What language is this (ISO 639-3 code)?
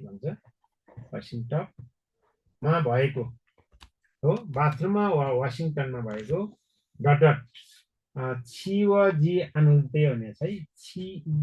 nep